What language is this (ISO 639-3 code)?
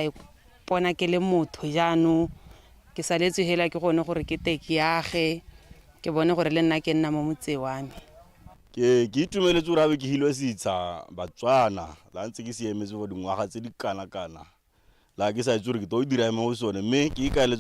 tsn